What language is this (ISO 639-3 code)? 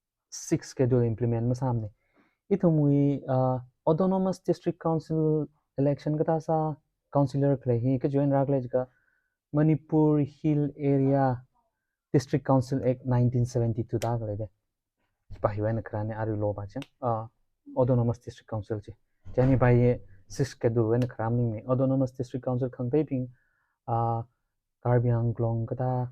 nmf